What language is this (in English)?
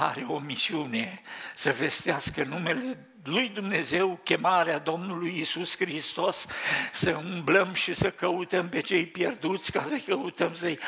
Romanian